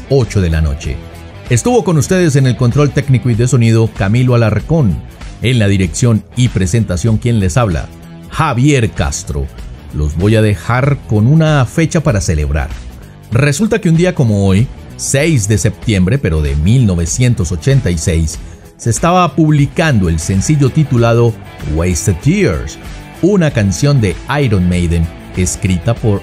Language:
Spanish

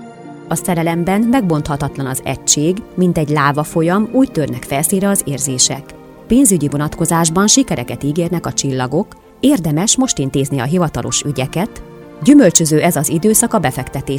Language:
Hungarian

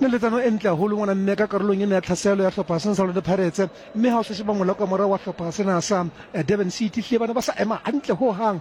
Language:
Southern Sotho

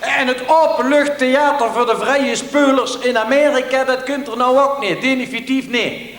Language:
Limburgish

